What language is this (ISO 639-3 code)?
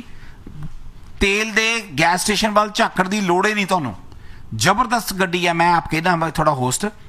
pan